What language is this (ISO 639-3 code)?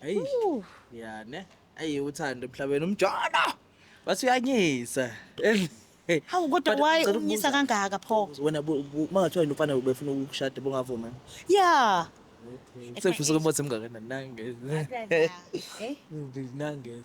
zul